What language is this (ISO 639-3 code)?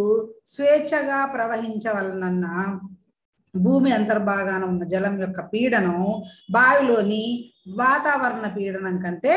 tel